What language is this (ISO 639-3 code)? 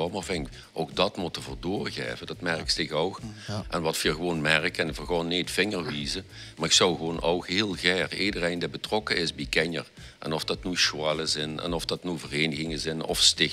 lim